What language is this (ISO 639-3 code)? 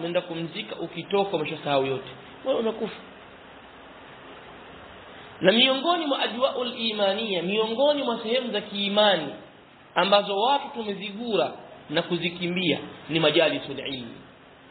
swa